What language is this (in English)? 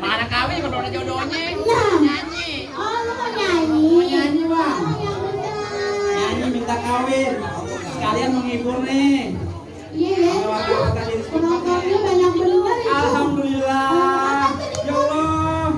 Betawi